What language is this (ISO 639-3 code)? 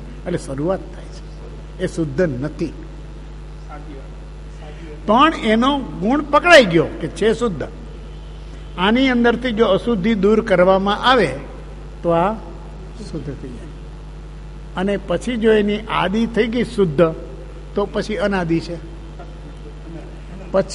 guj